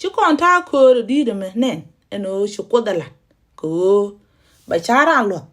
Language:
Nuer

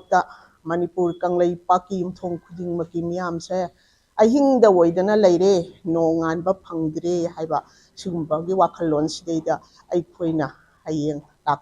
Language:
Manipuri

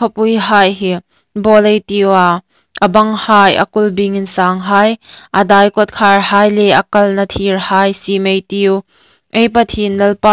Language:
Hmar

